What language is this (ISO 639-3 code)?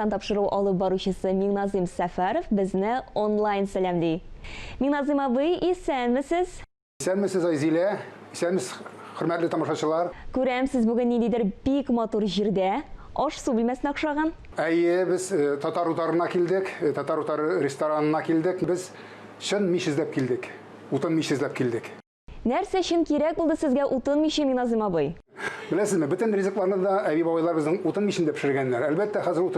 tat